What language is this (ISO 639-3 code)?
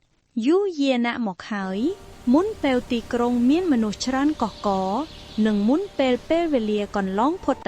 khm